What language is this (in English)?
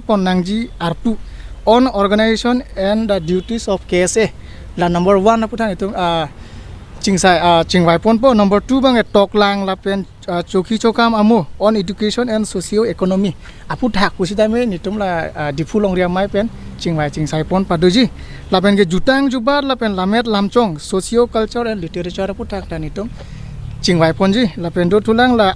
Karbi